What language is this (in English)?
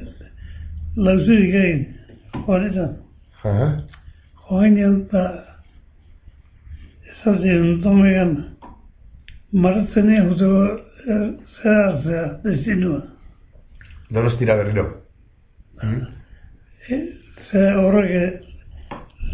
Basque